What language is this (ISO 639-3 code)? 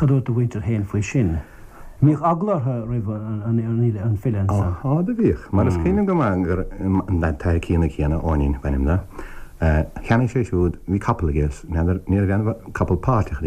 gle